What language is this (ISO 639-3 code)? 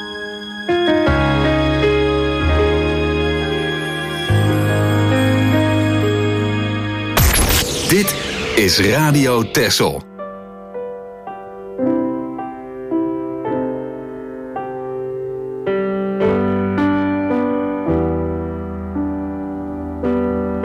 nld